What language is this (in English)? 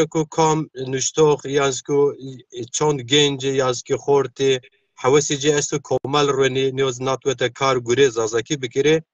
Zaza